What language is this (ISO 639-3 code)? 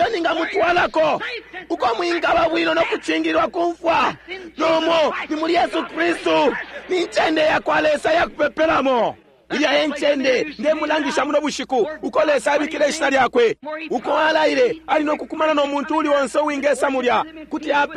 bem